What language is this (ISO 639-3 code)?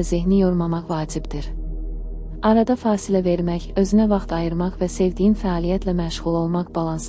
aze